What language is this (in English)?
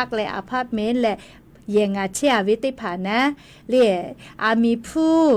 Lahu